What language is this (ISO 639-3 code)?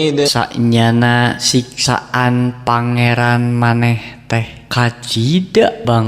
sun